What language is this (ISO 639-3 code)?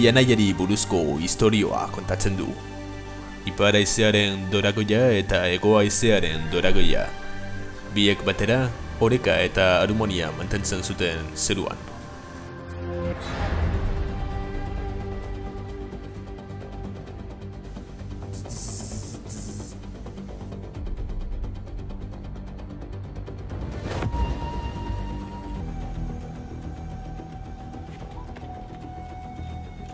eus